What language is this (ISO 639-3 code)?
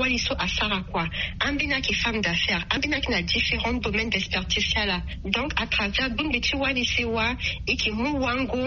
sag